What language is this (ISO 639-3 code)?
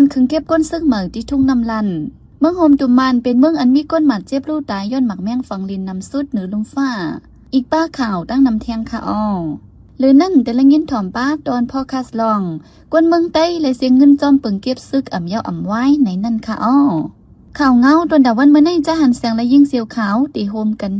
shn